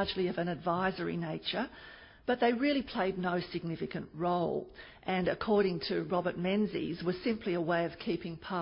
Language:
English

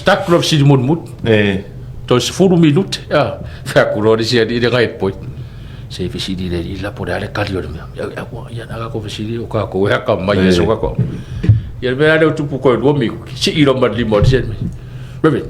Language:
Samoan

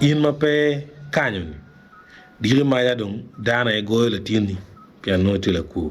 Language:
Acoli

